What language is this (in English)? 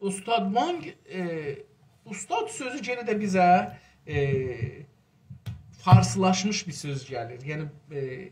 South Azerbaijani